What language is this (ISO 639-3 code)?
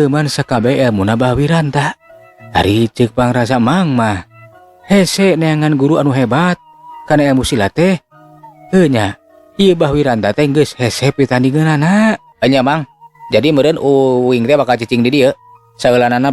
sun